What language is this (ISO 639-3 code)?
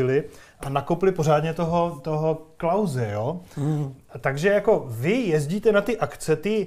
ces